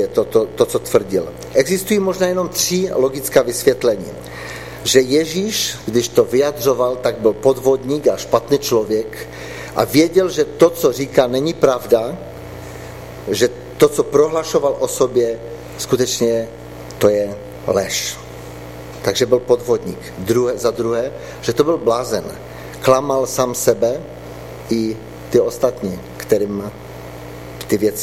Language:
Czech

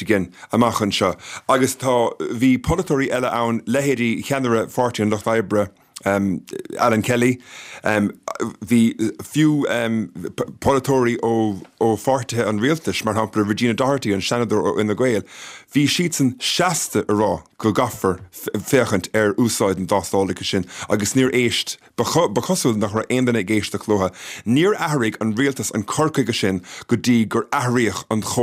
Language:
Irish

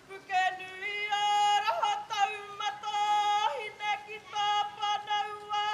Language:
Māori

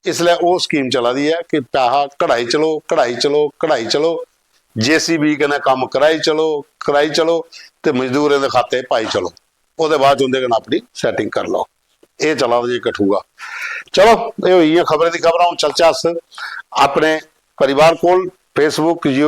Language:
Dogri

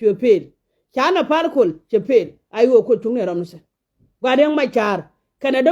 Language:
Nuer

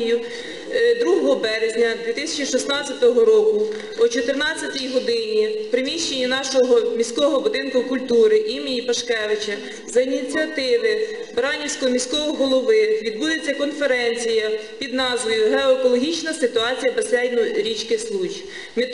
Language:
Ukrainian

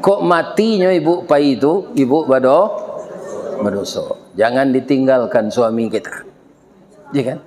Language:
Minangkabau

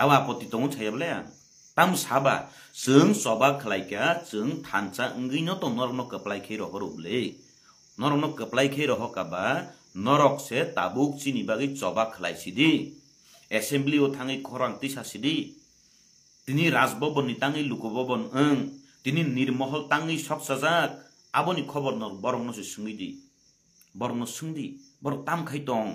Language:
Kok Borok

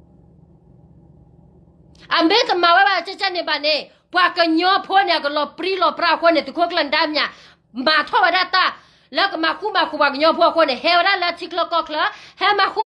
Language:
S'gaw Karen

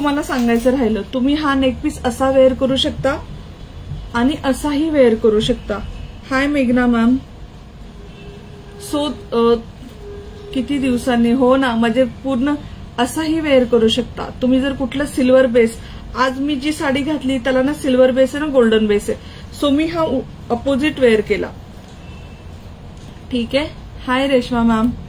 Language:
Marathi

